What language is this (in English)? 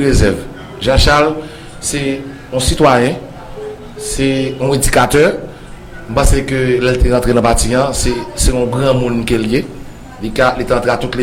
Haitian Creole